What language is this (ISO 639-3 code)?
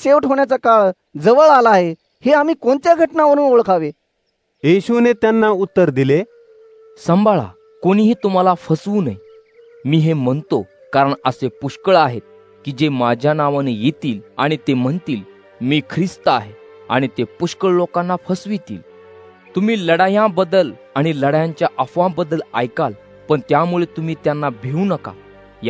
mar